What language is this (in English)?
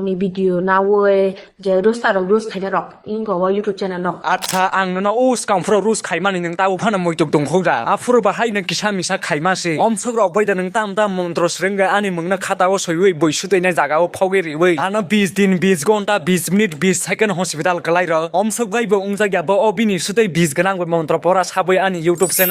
Kok Borok